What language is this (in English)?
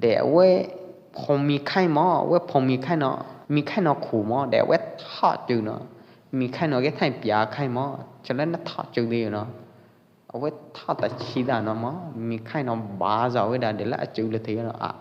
Pwo Eastern Karen